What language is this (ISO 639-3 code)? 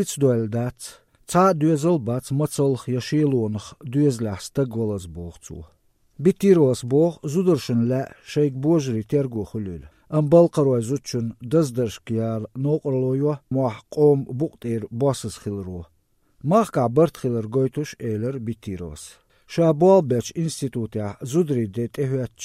che